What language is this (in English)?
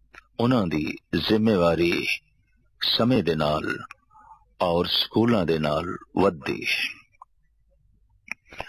Punjabi